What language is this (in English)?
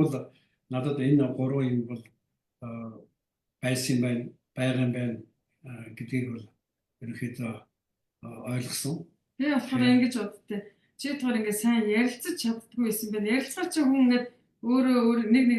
Mongolian